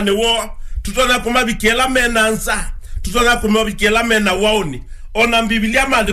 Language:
Kamba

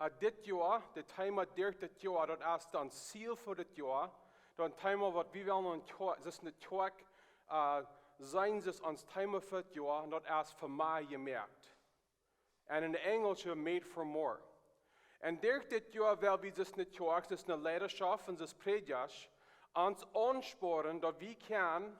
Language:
Plautdietsch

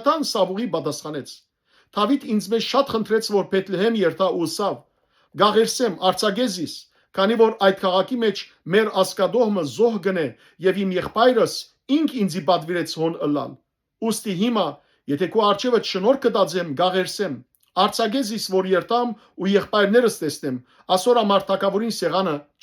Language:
Western Armenian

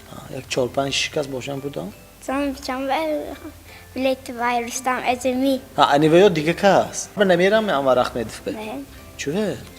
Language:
Tajik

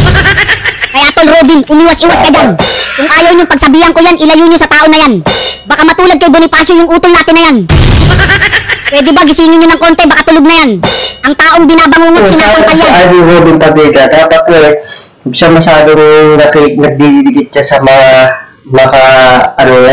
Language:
Filipino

